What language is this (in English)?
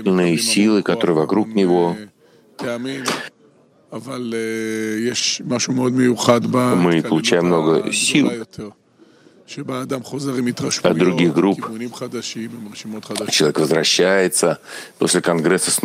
Russian